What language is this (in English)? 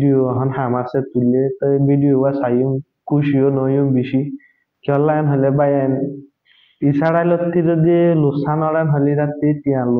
Rohingya